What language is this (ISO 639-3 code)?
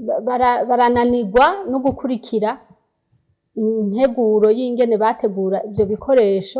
run